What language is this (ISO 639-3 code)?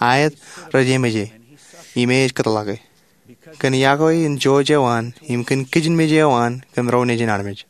mah